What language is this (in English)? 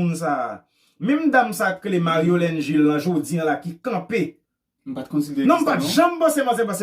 Haitian Creole